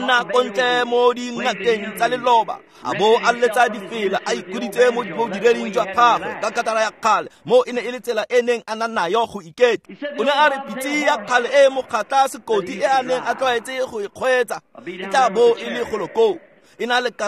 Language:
Tswana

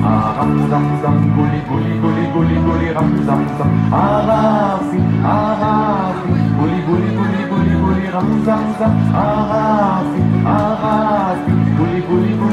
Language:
German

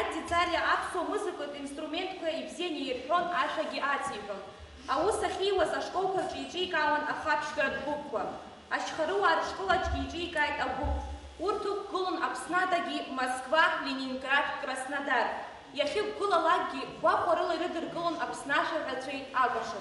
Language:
Abkhazian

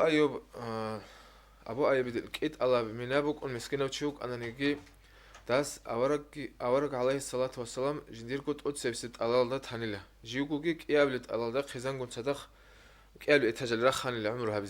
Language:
Avaric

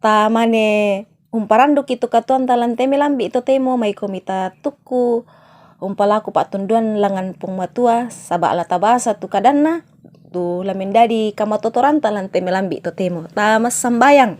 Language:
Toraja-Sa'dan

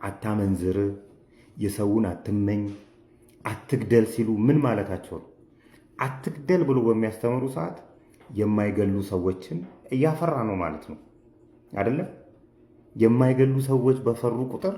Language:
Amharic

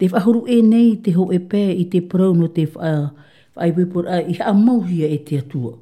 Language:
Tahitian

